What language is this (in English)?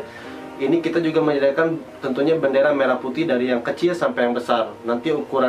Indonesian